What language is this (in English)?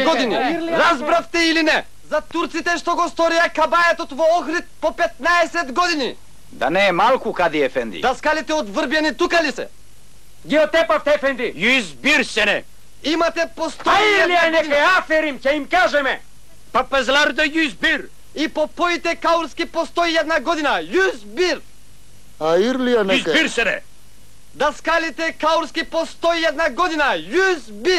Macedonian